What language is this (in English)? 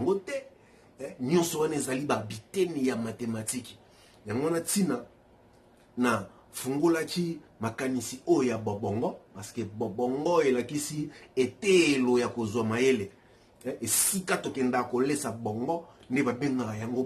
Lingala